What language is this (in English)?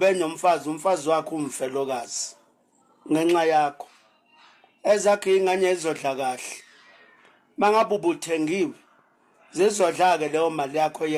Zulu